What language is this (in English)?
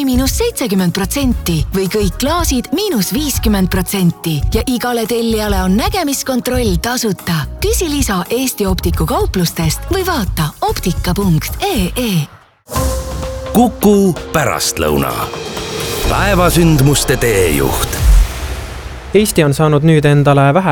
Estonian